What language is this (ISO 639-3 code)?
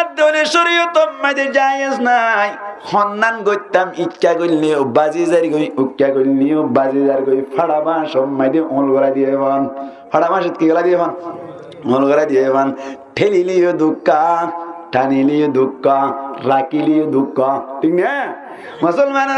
rhg